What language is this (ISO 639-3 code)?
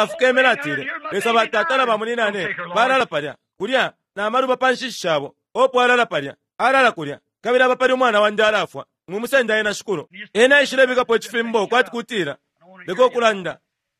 bem